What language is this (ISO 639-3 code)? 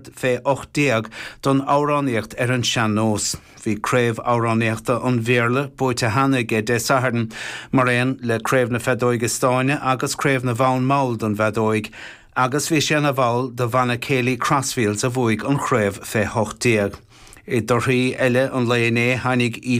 gle